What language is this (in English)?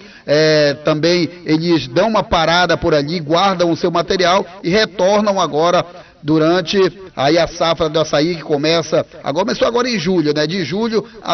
Portuguese